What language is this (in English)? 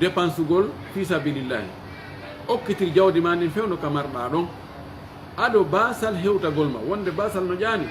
Pular